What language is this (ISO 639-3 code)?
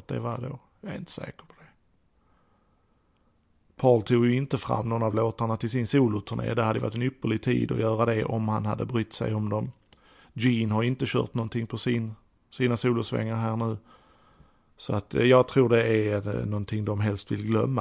swe